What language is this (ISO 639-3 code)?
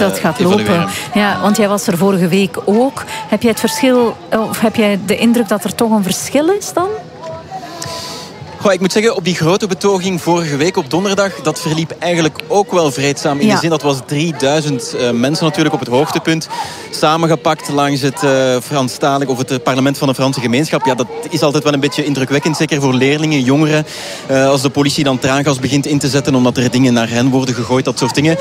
nld